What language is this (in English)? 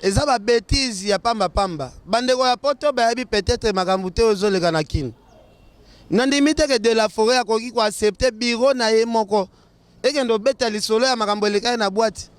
Lingala